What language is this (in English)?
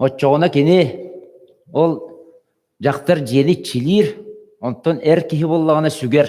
Yakut